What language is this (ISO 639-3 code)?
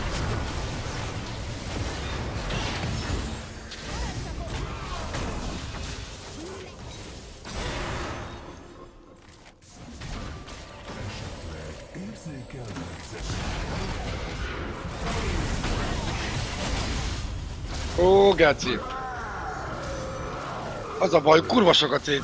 hun